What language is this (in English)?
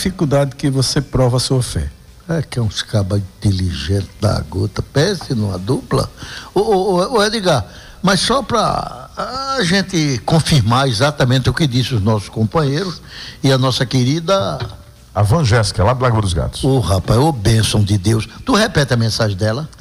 Portuguese